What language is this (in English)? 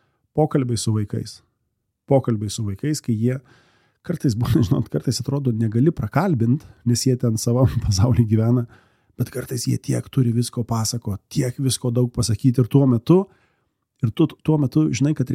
Lithuanian